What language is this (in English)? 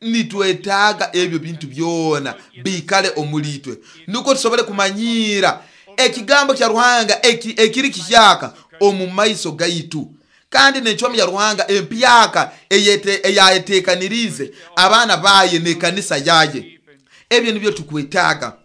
Nyoro